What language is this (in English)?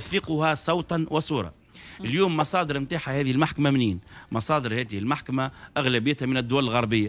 Tunisian Arabic